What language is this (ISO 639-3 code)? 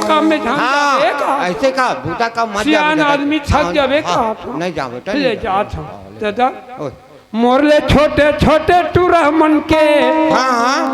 hne